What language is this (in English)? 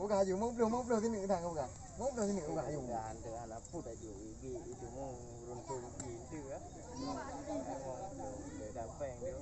Achinese